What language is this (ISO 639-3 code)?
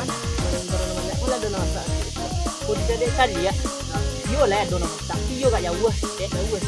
min